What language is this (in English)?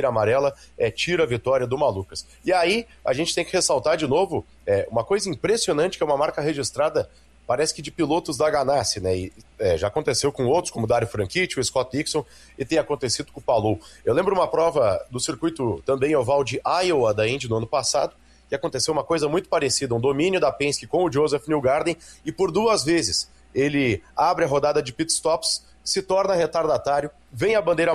Portuguese